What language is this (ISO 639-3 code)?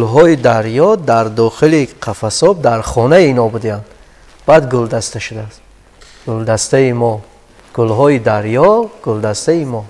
tgk